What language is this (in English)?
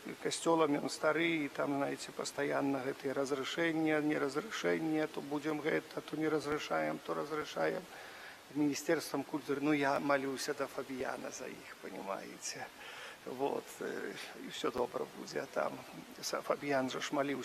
Belarusian